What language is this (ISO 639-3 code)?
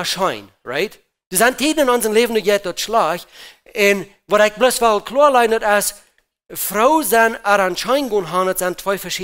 pdt